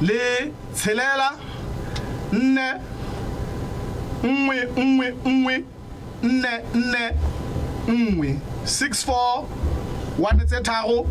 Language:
Southern Sotho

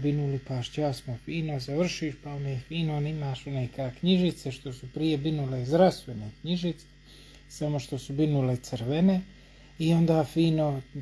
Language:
Bosnian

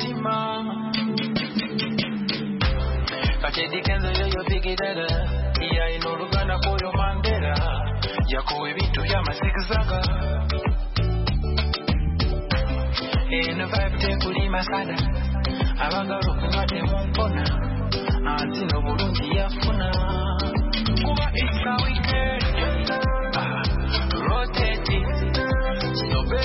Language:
Swahili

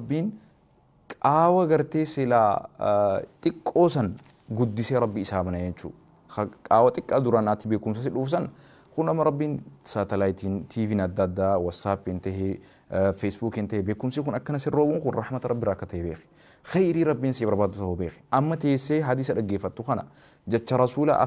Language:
Oromo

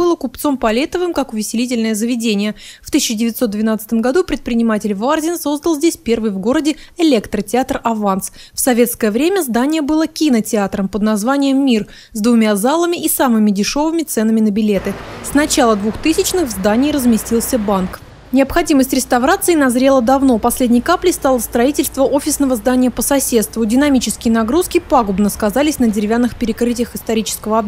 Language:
Russian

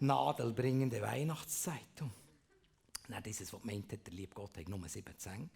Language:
Swiss German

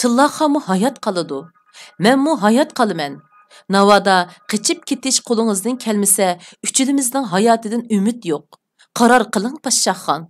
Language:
Uyghur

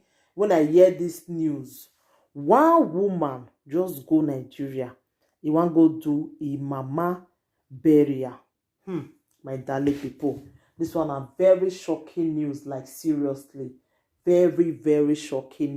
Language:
Nigerian Pidgin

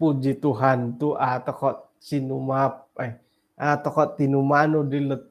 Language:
Central Dusun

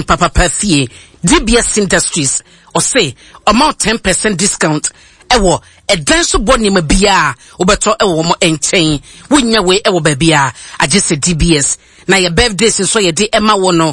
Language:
Akan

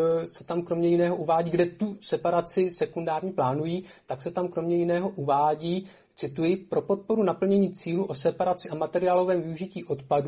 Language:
Czech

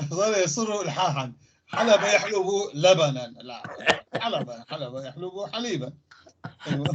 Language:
North Levantine Arabic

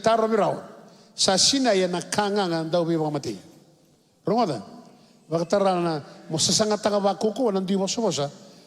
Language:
Fijian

